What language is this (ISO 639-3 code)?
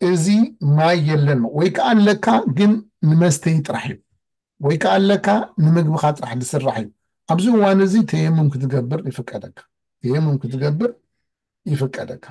tir